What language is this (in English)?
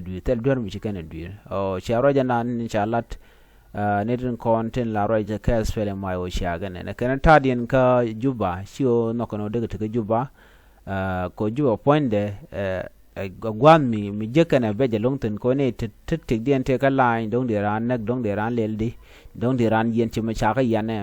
Nuer